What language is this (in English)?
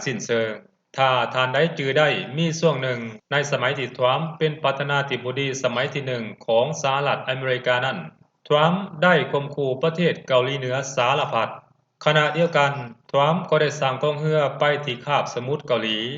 Lao